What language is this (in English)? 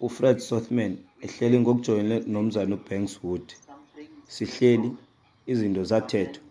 Xhosa